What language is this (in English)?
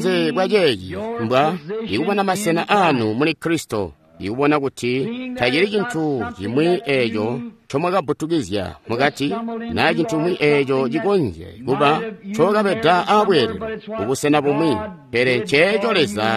Tonga (Zambia)